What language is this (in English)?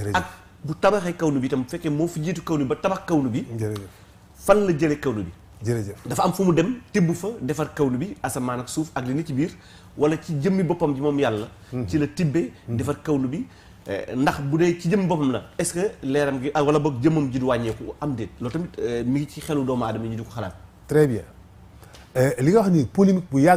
Wolof